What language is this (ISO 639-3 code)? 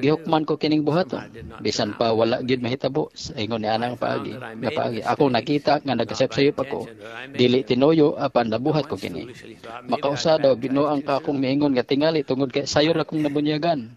ceb